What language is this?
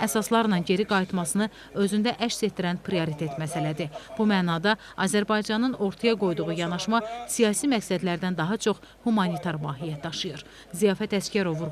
Azerbaijani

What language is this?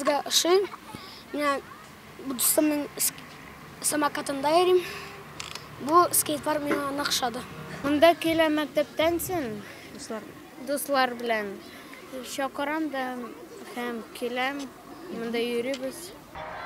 Tatar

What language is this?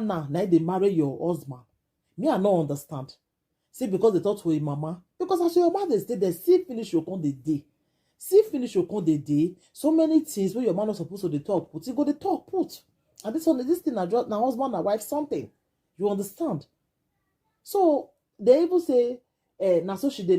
Nigerian Pidgin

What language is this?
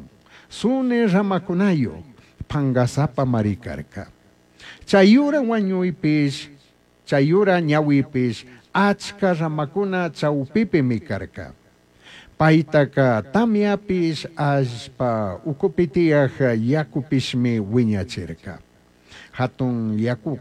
Chimborazo Highland Quichua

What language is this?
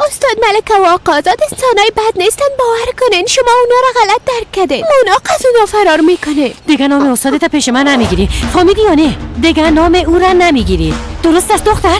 Persian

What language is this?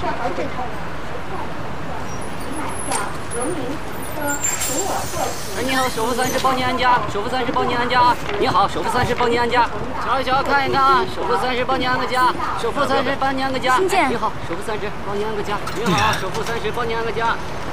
Chinese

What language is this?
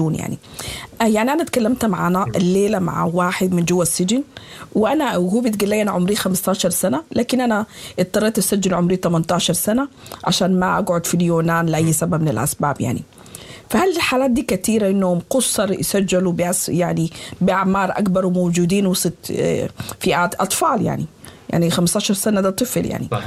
Sudanese Arabic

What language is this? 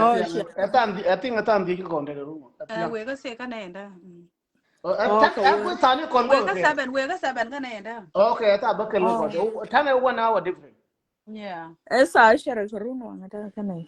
Nuer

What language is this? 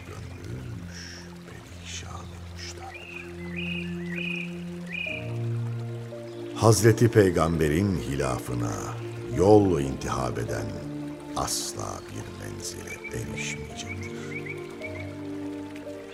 Turkish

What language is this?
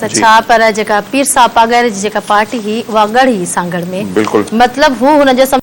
Sindhi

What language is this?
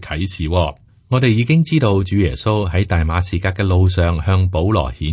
Cantonese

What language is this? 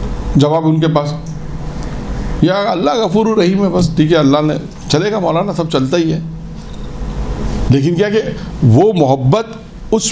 Urdu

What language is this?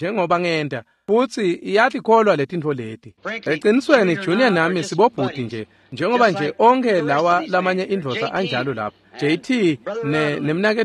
Swati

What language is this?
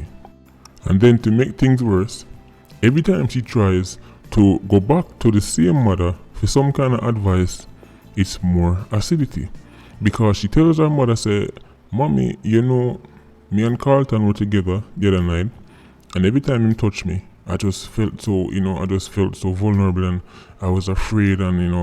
Jamaican Creole English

